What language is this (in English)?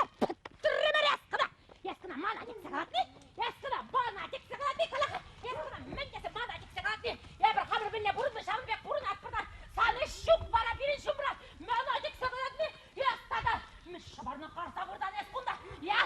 Chuvash